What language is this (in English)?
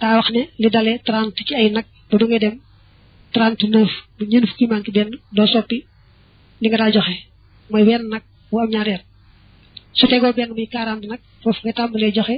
Wolof